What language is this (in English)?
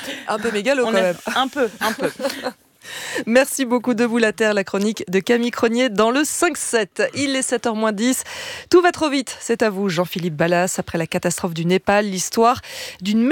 French